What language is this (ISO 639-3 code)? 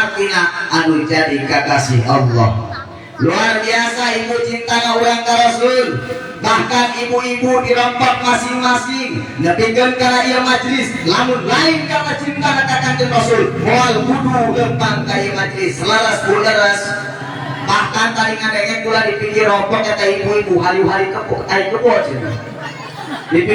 sun